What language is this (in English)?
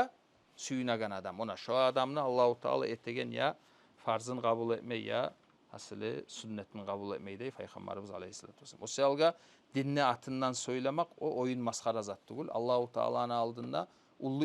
Kumyk